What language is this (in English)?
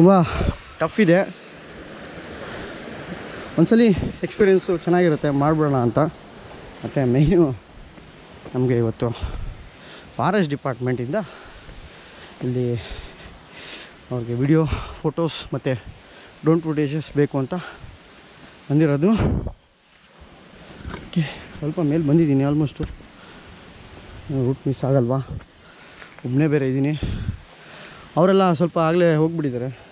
Kannada